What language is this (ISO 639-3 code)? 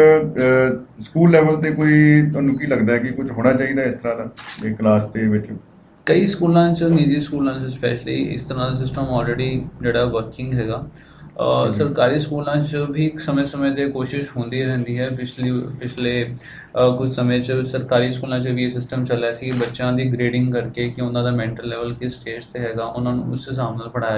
pan